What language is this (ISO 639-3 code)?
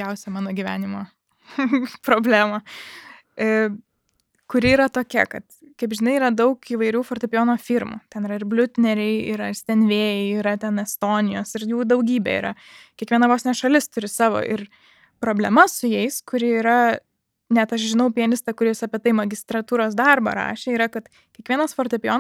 lit